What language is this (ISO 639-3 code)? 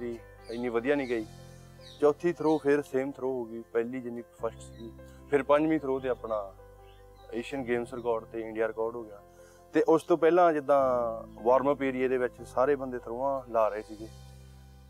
pan